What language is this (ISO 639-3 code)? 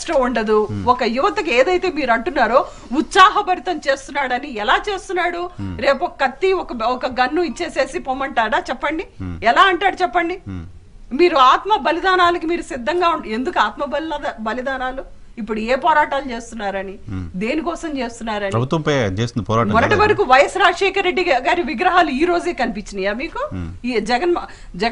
tel